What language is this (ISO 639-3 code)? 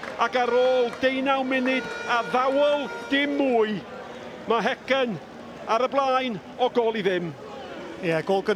cym